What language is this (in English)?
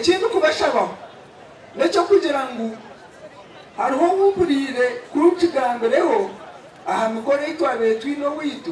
Nyankole